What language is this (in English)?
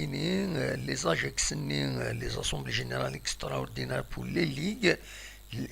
Kabyle